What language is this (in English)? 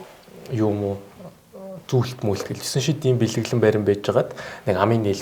Mongolian